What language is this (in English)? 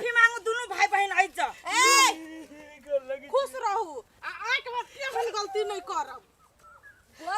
Maithili